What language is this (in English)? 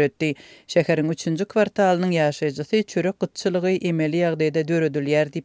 Turkmen